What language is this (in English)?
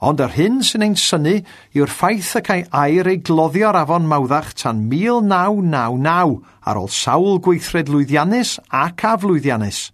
Welsh